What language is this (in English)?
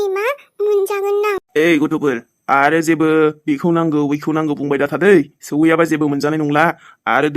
Bodo